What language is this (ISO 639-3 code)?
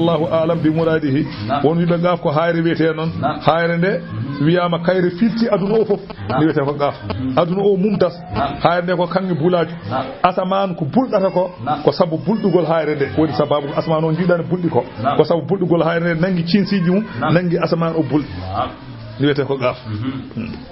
ful